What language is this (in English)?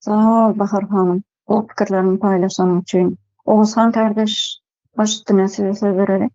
Turkmen